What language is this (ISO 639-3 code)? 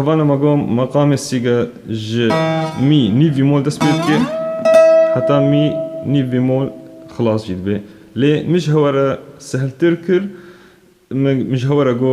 kur